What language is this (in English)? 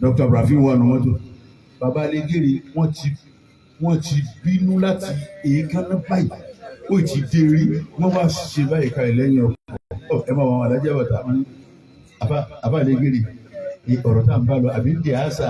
Yoruba